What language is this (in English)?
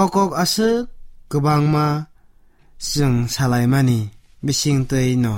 Kok Borok